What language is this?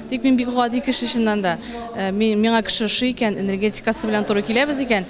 Tatar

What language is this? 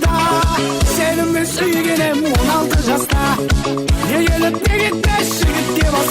Kara-Kalpak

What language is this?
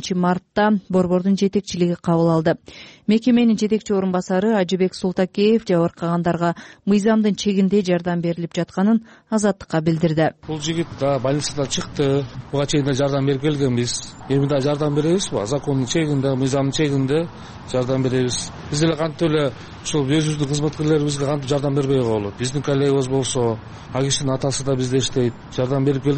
Kyrgyz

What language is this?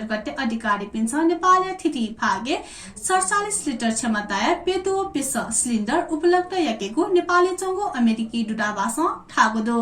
Newari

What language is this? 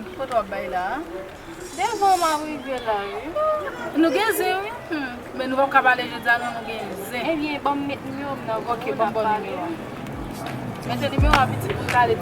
Haitian Creole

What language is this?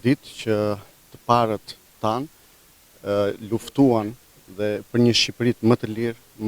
Albanian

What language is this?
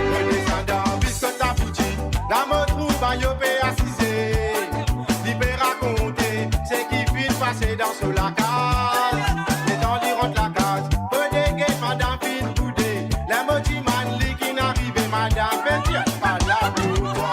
Morisyen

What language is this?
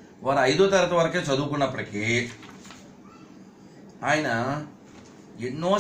Telugu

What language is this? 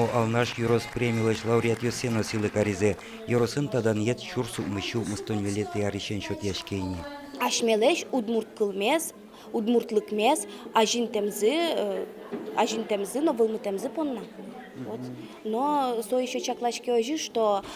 Udmurt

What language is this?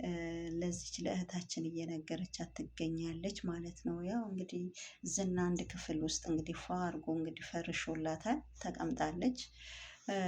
Amharic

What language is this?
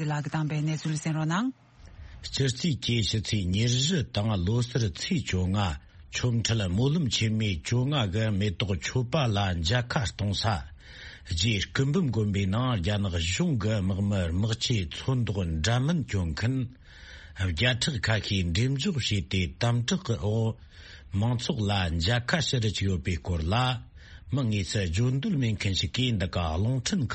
Tibetan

